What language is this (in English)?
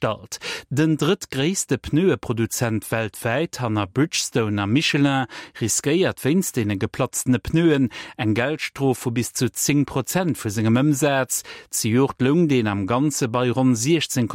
Luxembourgish